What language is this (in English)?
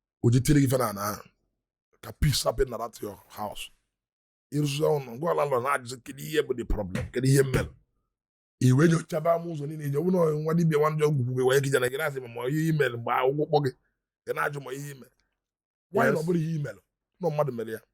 Igbo